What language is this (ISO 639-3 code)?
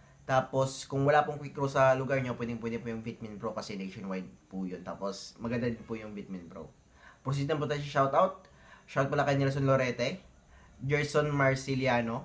fil